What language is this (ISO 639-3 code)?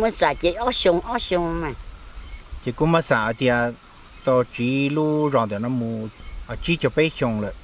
hmn